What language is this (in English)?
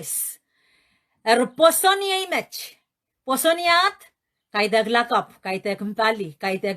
Pohnpeian